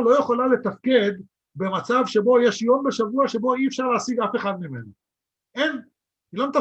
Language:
Hebrew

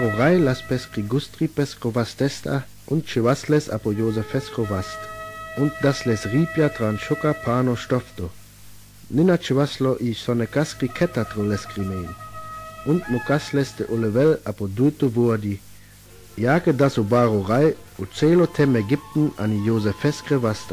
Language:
Sinte Romani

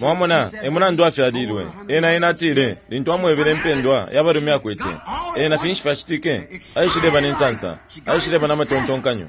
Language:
Bemba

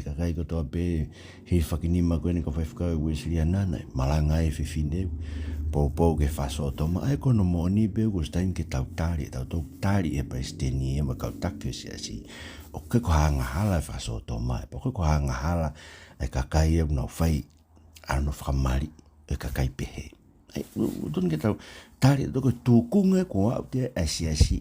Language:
Tongan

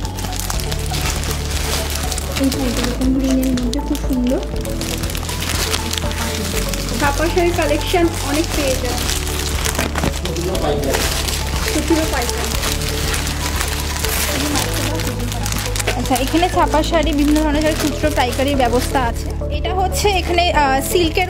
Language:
Bangla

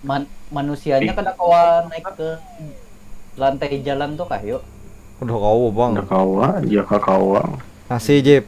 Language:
Banjar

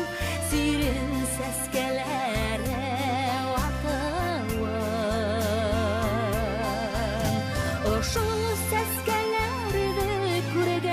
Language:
Bashkir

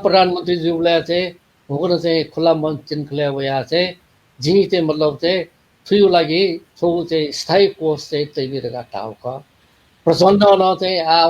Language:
Newari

